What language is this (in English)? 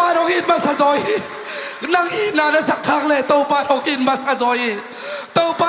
Tedim Chin